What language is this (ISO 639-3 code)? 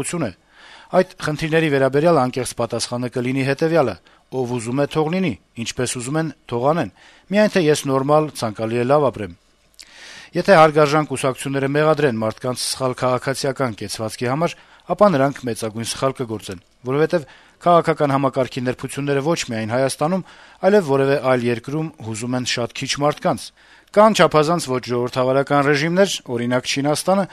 hye